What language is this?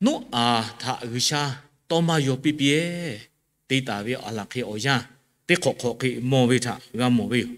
Lahu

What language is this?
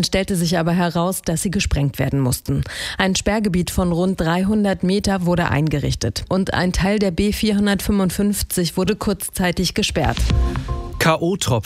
German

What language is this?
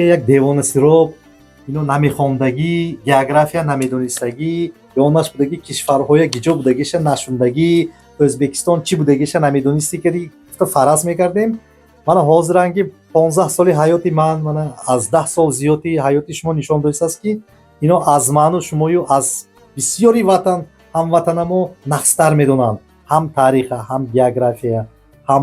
Tajik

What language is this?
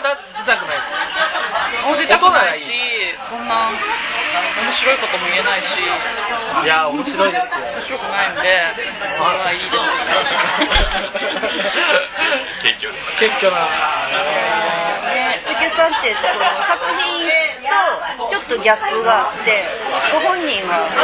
Japanese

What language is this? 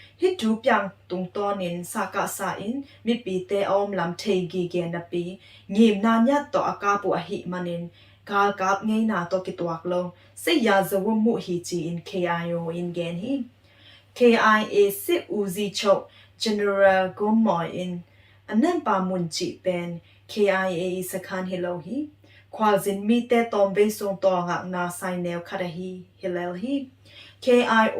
Tedim Chin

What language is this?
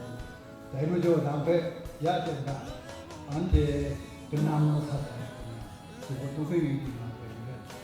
Kachin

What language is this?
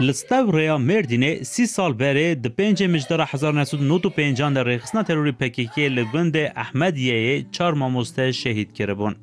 Kurdish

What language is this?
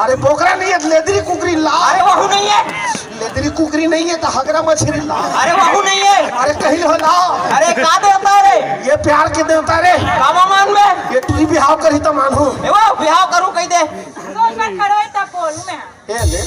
Chhattisgarhi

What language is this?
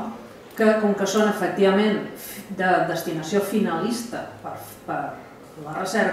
Catalan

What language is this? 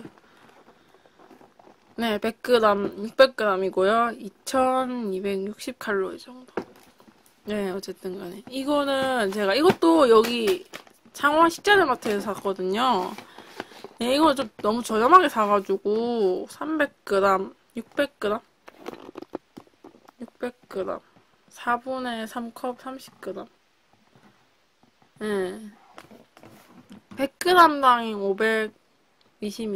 Korean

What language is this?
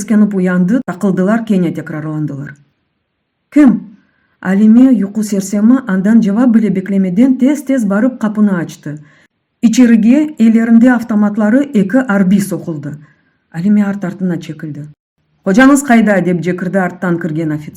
Crimean Tatar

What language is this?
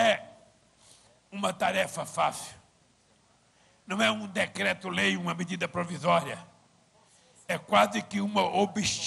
Portuguese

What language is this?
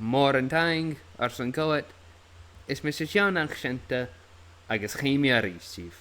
Scottish Gaelic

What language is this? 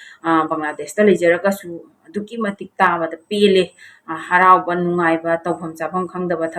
Manipuri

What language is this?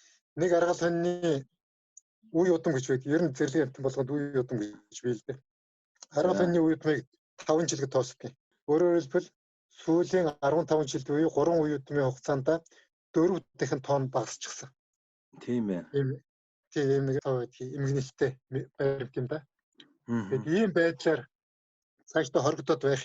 Mongolian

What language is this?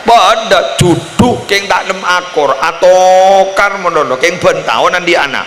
Madurese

